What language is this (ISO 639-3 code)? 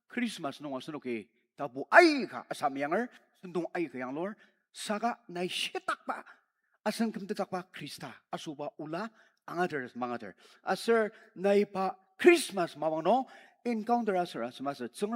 njo